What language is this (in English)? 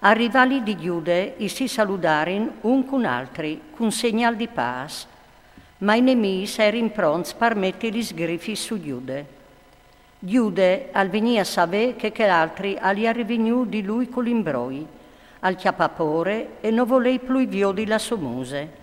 Friulian